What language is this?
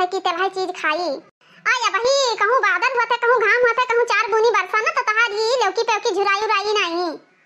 Awadhi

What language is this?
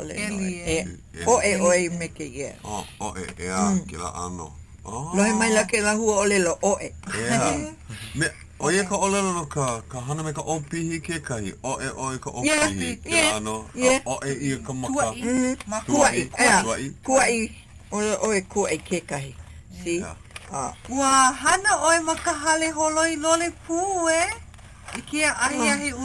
Hawaiian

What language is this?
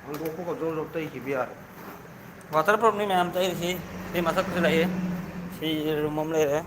Manipuri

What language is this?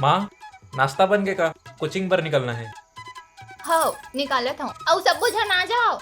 Chhattisgarhi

